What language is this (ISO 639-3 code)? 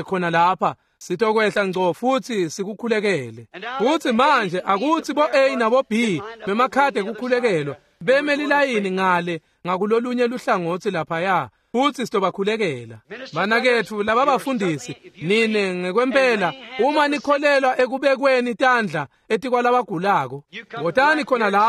ssw